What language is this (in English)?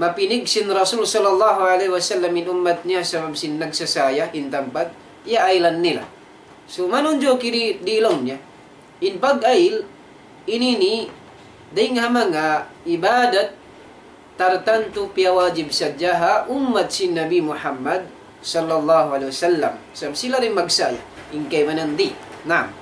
Tausug